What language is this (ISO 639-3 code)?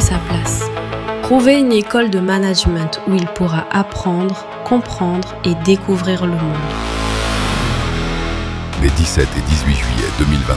fra